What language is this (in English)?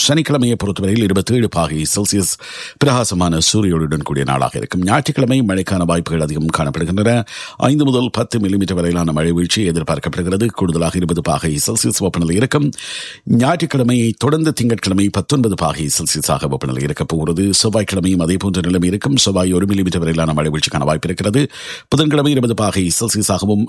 Tamil